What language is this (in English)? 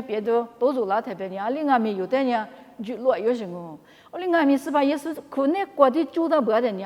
Lisu